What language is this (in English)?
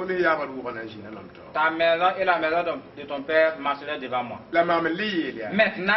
Mossi